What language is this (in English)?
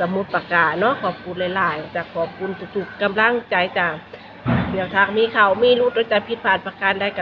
Northeastern Thai